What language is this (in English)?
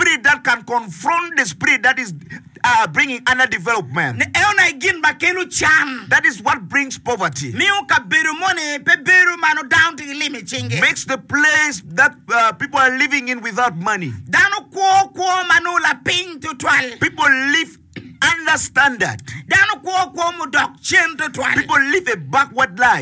English